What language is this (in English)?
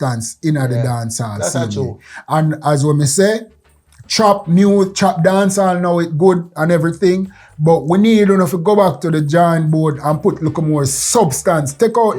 Jamaican Creole English